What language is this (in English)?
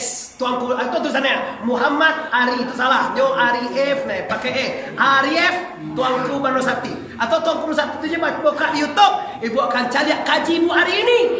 Minangkabau